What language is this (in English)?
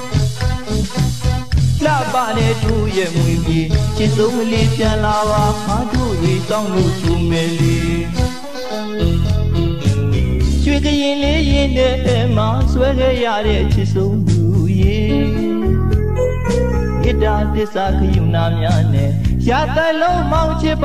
Burmese